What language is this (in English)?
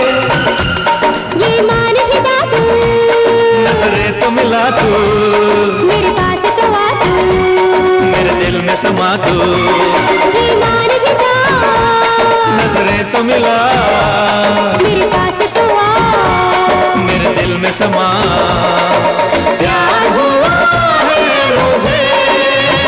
Hindi